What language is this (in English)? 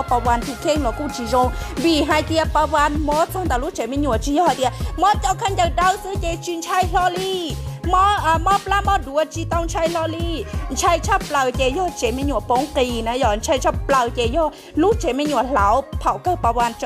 Hmong